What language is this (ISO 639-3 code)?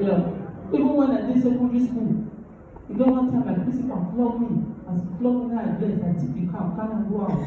pcm